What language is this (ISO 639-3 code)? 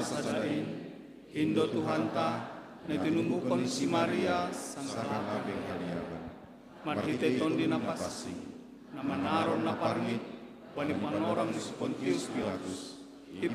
bts